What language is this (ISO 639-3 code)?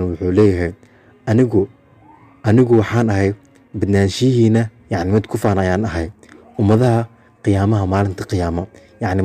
som